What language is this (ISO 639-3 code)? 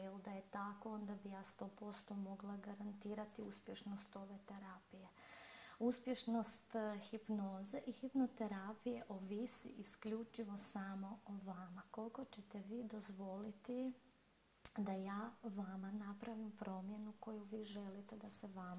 hrv